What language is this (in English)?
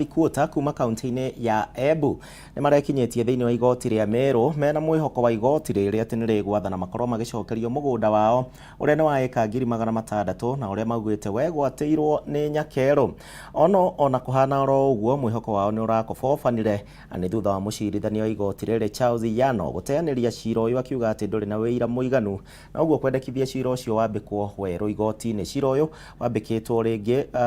Kikuyu